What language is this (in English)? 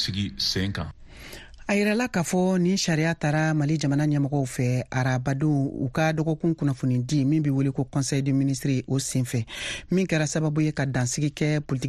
Bambara